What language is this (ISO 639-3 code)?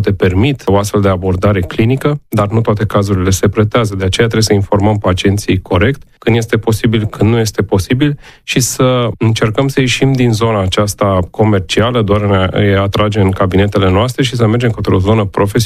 ron